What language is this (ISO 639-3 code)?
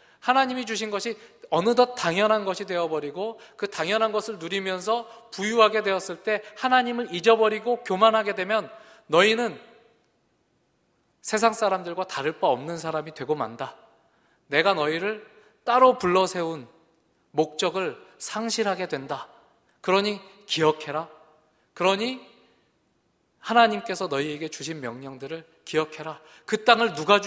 kor